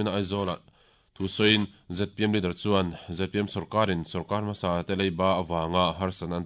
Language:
Mizo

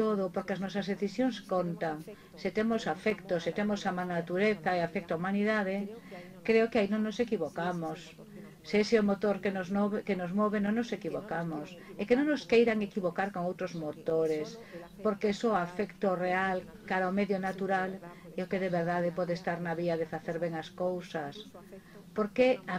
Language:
Galician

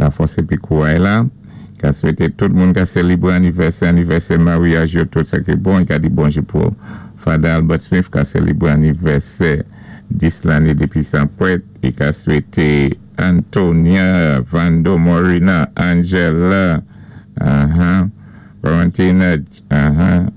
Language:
Saint Lucian Creole French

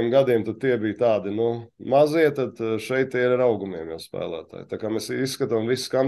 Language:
Latvian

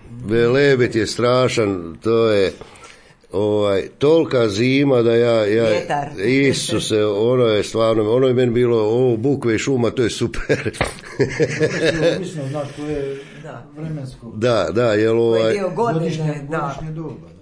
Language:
Croatian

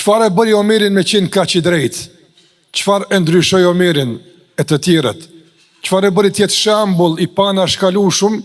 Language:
Albanian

